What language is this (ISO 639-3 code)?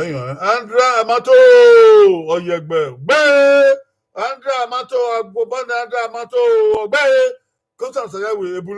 bin